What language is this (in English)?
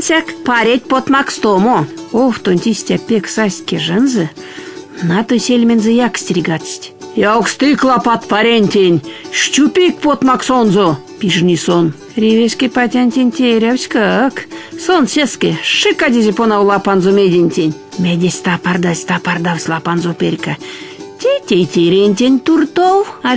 Erzya